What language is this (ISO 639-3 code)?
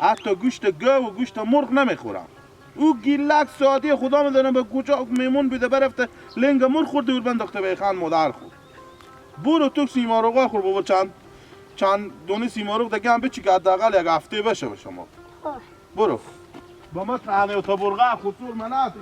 haz